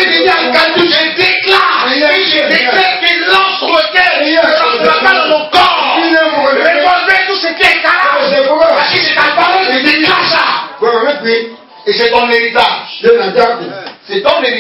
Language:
French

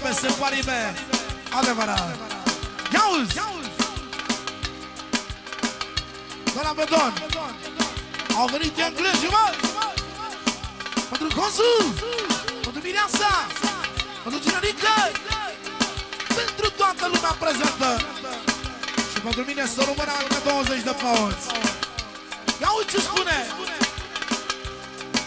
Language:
Romanian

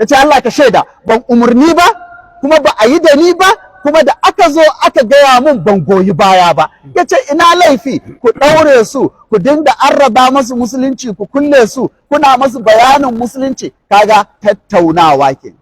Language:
Hausa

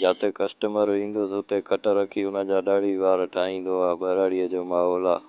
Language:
Sindhi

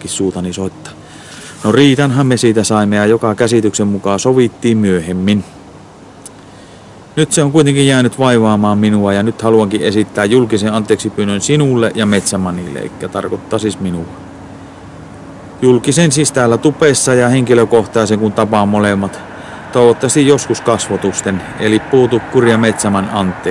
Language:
Finnish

